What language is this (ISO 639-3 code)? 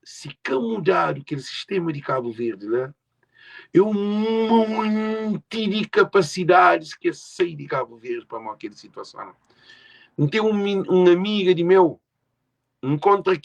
kea